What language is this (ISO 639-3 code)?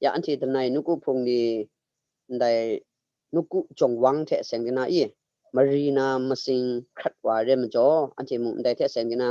kac